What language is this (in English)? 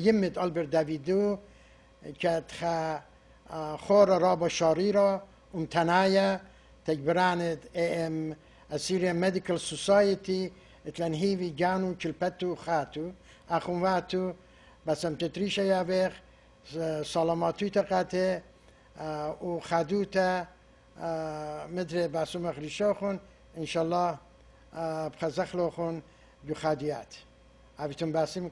Assyrian Neo-Aramaic